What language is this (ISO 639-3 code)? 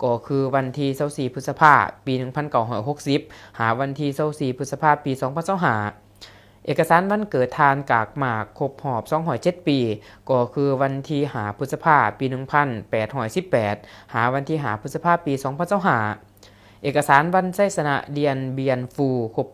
lao